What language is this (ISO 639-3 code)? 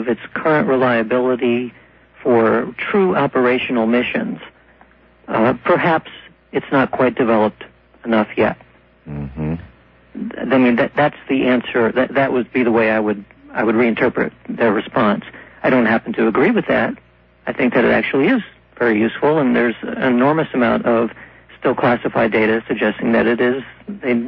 eng